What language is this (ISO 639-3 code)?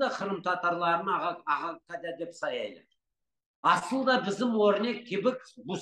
crh